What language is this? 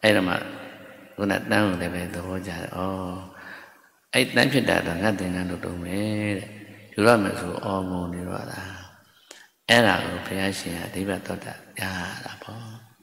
Burmese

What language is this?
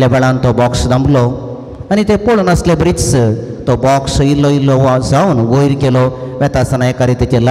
Konkani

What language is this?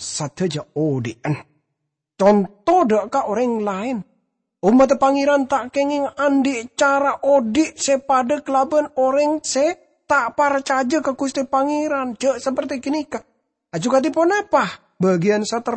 Madurese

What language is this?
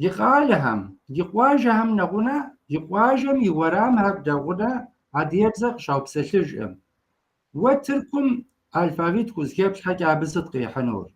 Kabardian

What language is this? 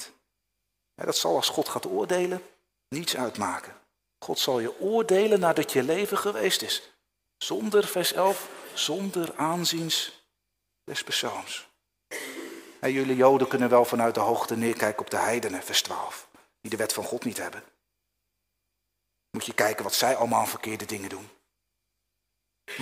Dutch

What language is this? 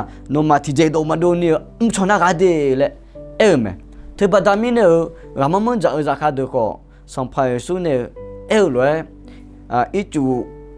Akha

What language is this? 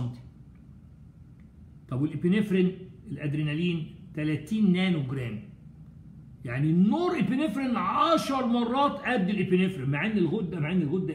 Egyptian Arabic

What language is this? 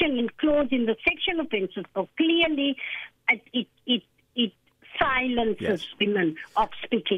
English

